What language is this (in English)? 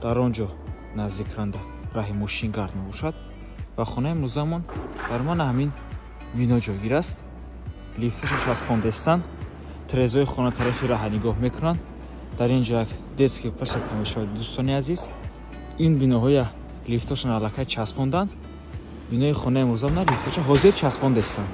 Tajik